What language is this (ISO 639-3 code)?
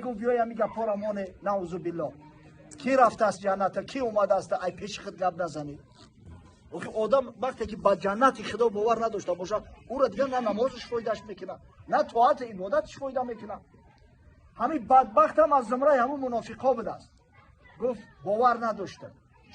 tgk